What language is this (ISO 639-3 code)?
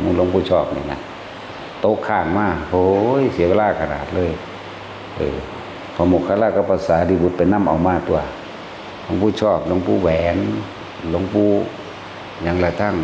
tts